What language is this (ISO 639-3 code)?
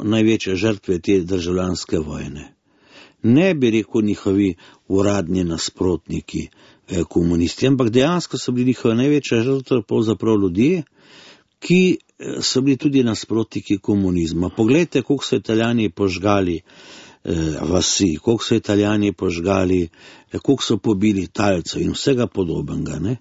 slv